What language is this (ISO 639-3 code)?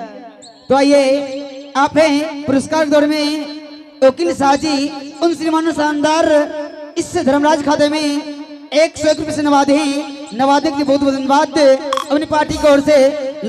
anp